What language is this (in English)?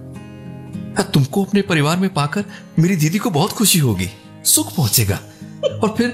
Hindi